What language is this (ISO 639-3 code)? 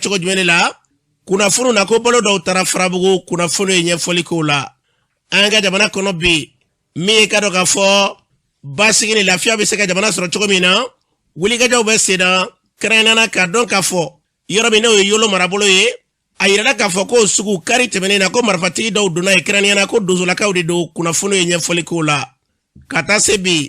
bam